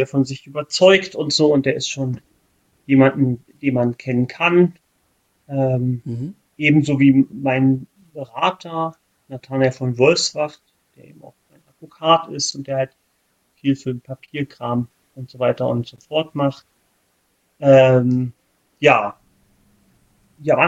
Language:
German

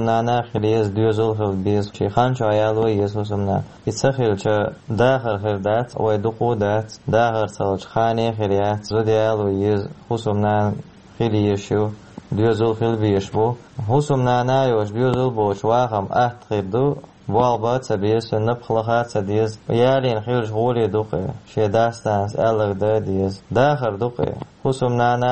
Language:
Chechen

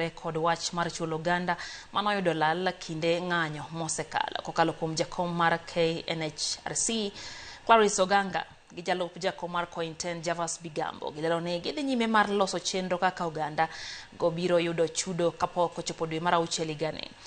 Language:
Luo (Kenya and Tanzania)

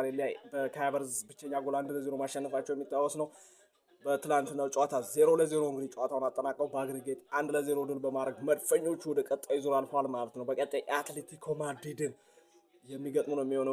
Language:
Amharic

